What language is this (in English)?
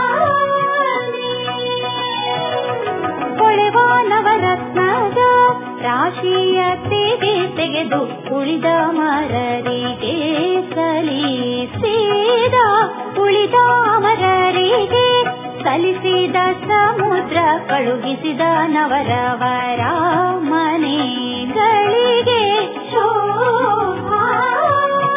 Kannada